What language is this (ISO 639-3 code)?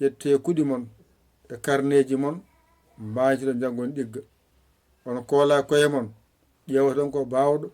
ful